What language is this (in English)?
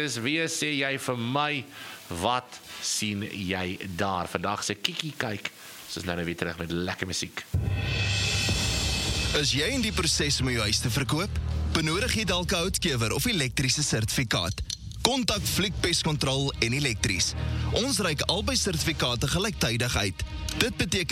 Afrikaans